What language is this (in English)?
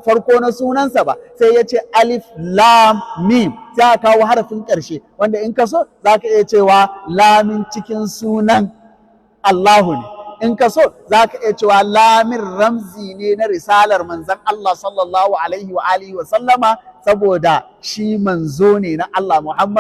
Hausa